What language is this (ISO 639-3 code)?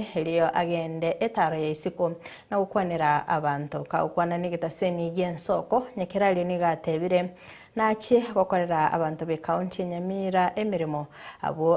guz